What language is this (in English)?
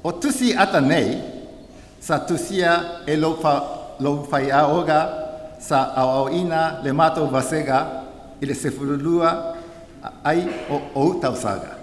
Samoan